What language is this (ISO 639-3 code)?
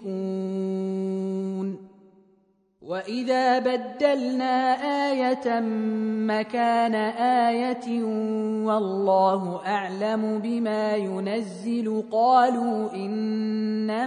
ara